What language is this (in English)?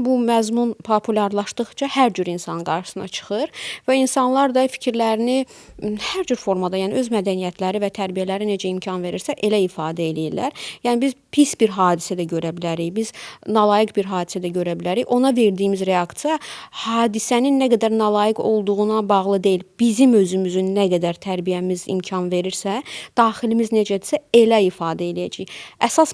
Azerbaijani